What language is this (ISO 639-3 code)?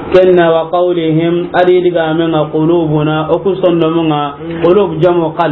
snk